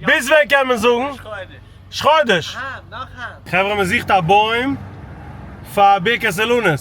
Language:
Yiddish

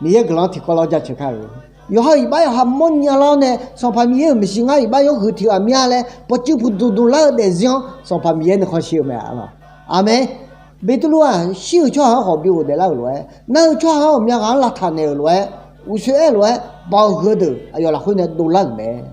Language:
Akha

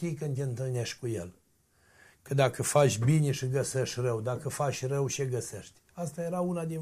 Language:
Romanian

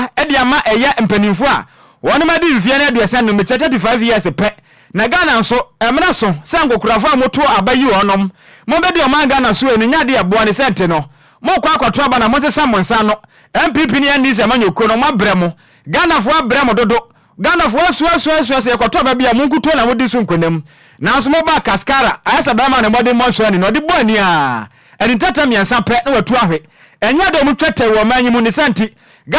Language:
Akan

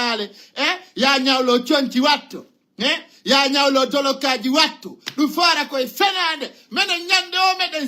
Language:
Fula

